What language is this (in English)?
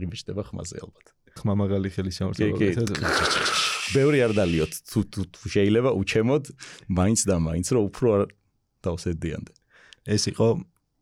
Georgian